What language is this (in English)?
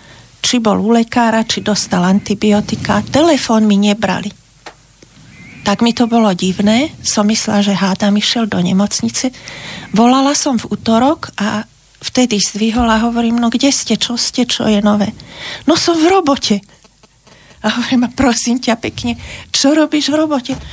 Slovak